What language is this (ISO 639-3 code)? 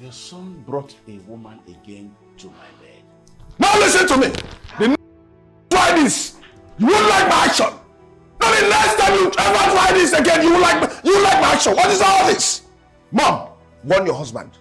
pcm